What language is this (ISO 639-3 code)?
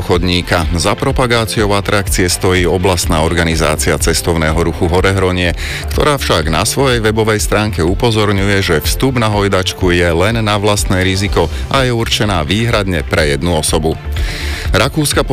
slk